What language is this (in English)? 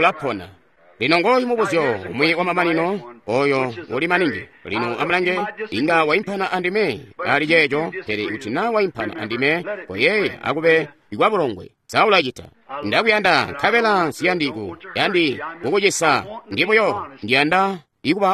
Tonga (Zambia)